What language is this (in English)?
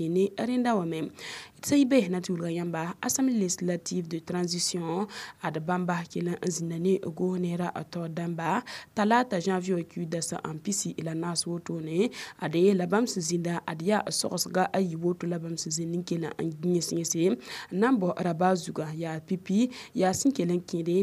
Mossi